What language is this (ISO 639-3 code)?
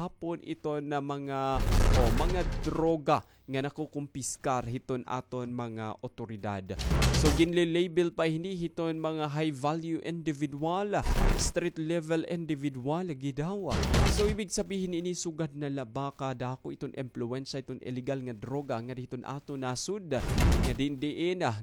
war